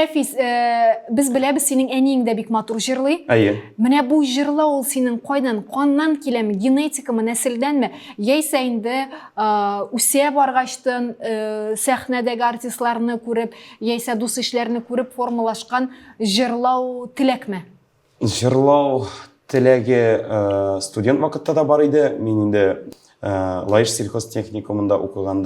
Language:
Tatar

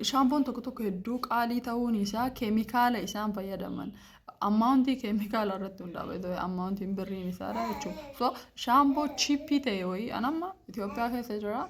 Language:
Oromo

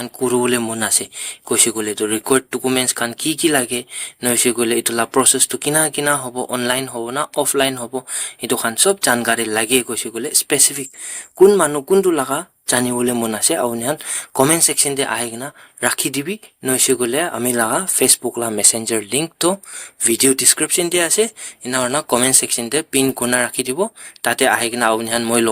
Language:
Naga Pidgin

